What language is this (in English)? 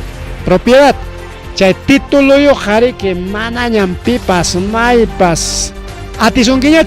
Ayacucho Quechua